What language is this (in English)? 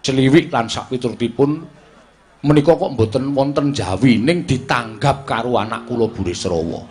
Javanese